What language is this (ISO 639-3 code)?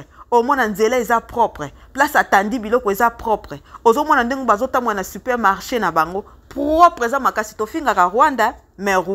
lin